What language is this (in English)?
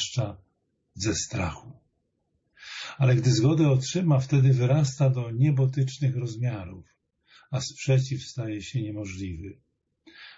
Polish